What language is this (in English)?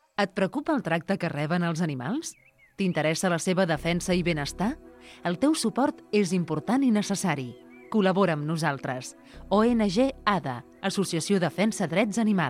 Catalan